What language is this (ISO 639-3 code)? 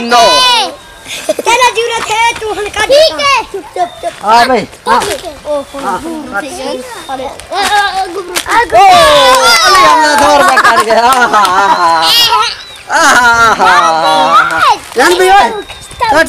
skr